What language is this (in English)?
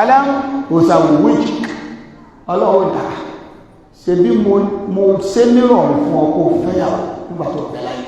Yoruba